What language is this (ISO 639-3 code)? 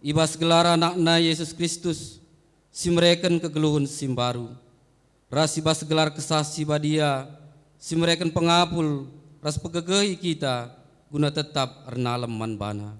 btx